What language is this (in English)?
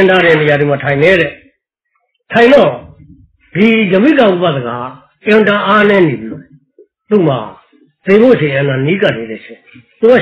Burmese